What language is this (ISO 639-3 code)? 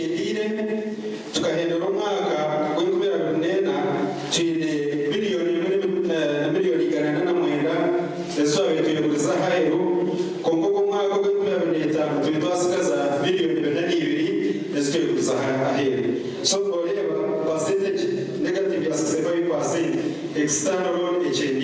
nyn